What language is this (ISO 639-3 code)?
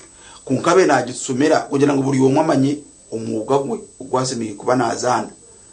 nyn